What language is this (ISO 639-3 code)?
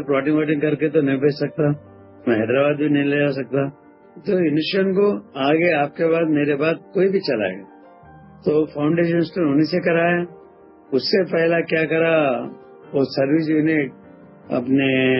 hin